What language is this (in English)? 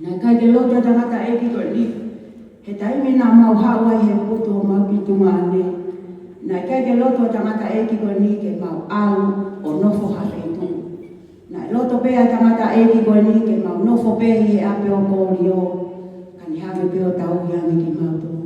Tongan